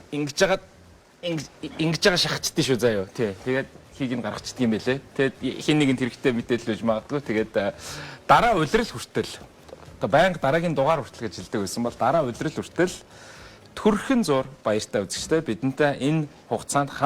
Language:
Mongolian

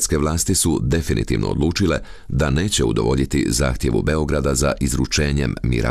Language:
Croatian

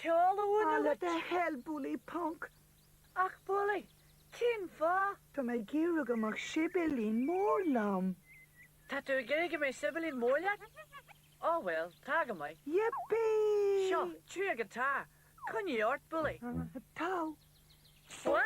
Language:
Irish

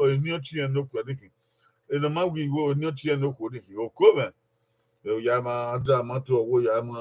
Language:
Bini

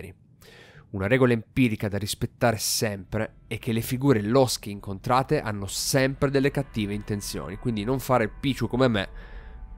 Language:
Italian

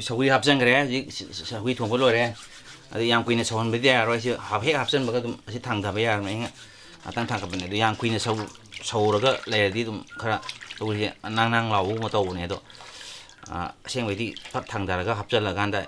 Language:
Manipuri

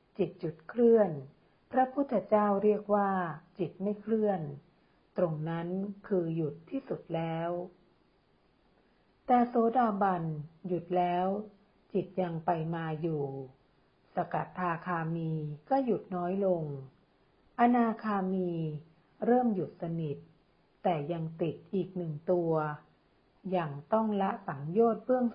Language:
Thai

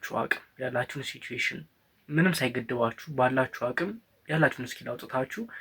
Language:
Amharic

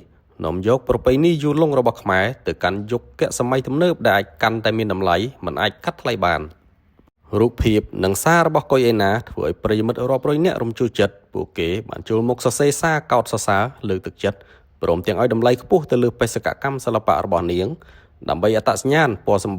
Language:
Khmer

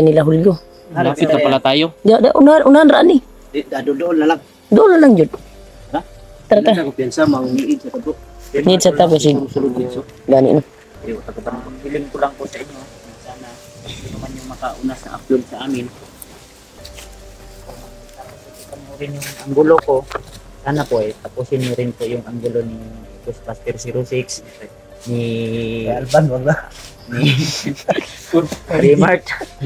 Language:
Filipino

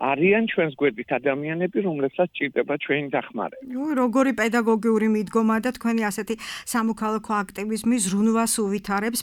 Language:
Georgian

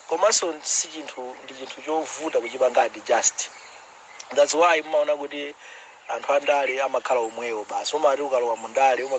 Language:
Nyanja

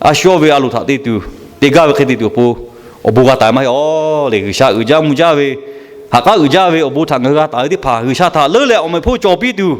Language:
Lahu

